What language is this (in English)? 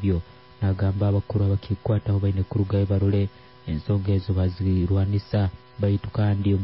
Nyoro